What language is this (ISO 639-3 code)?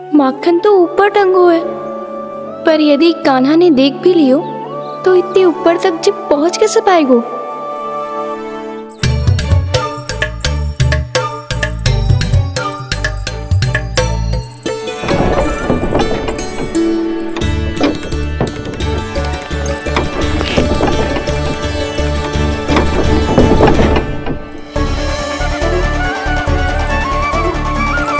hin